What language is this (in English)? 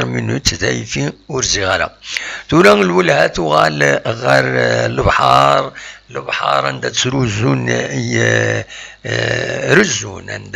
Kabyle